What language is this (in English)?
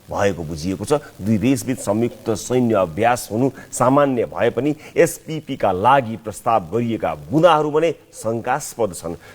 Nepali